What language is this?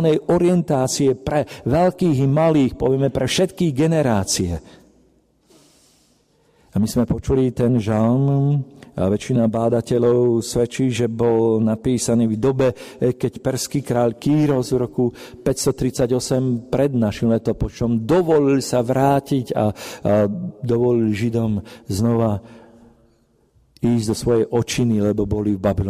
Slovak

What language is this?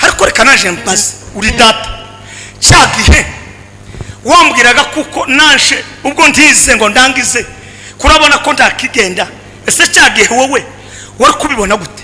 Kinyarwanda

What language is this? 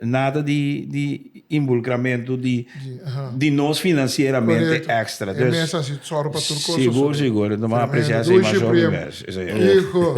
Papiamento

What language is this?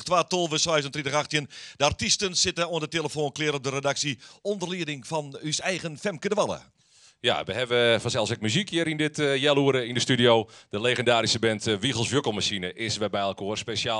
Western Frisian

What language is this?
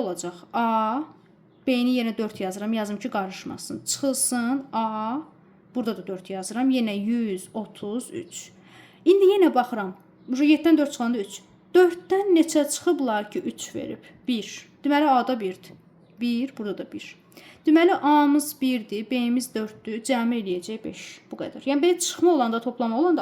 Azerbaijani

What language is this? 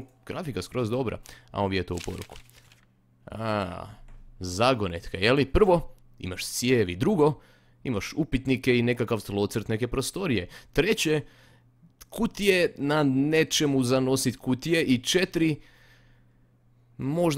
Croatian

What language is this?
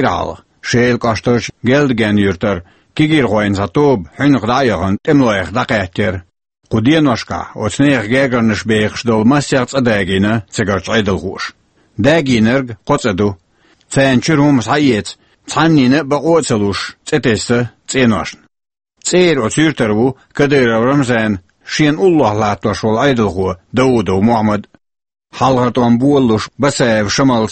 Chechen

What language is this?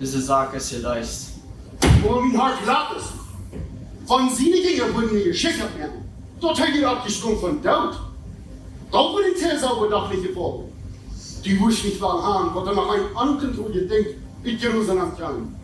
Plautdietsch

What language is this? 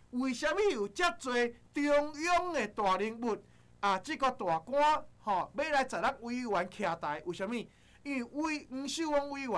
Min Nan Chinese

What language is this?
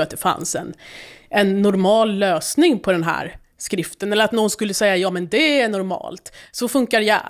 Swedish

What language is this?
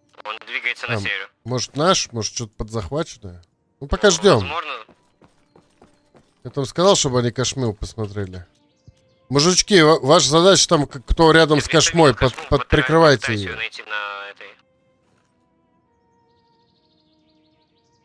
Russian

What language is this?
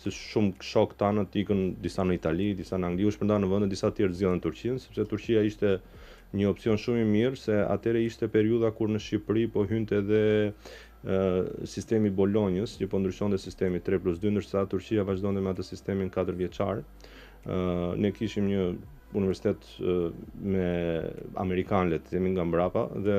Albanian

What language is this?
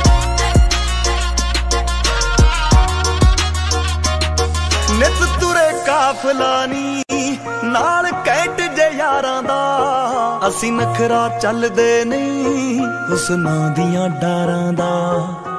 Punjabi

